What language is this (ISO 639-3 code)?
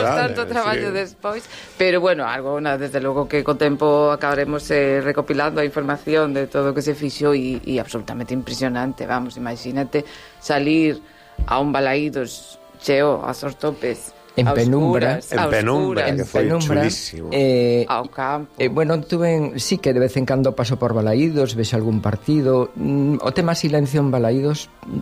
glg